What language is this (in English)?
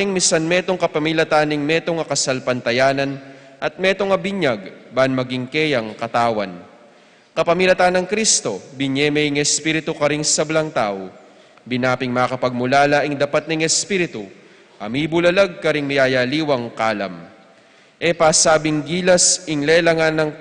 Pampanga